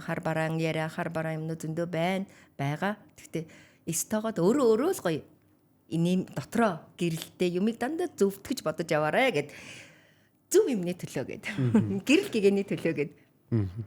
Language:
Mongolian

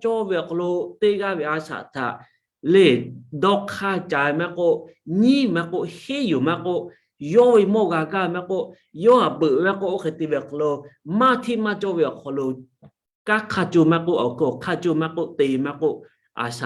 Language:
Lahu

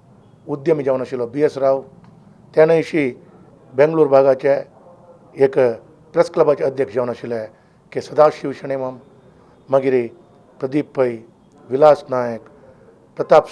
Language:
Konkani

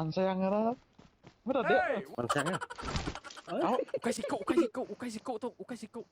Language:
Iban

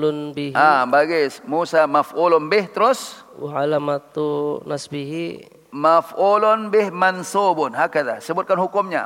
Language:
Indonesian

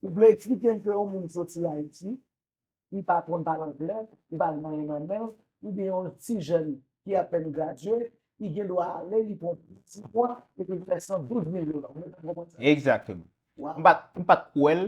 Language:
Haitian Creole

